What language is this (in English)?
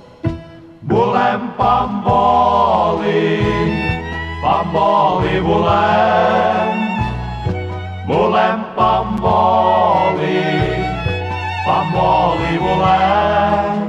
Catalan